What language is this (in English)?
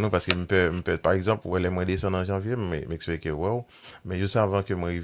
Haitian Creole